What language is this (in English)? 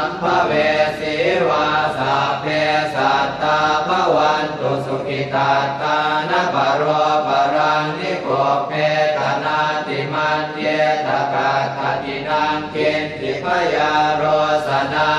Pali